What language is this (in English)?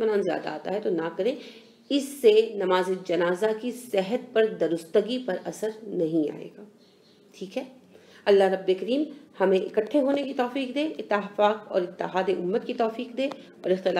Urdu